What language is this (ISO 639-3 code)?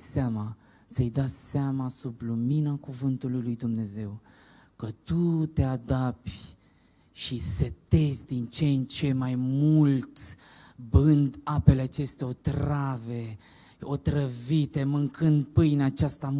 ron